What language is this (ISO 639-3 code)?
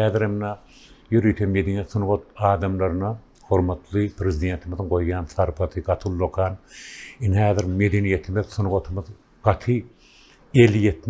tuk